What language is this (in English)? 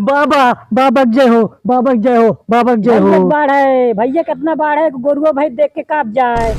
Awadhi